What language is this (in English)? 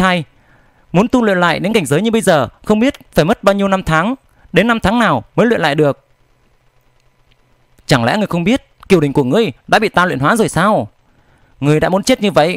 Vietnamese